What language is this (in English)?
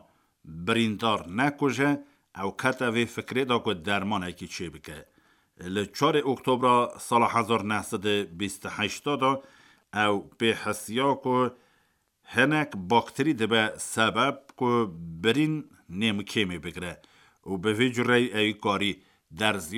Kurdish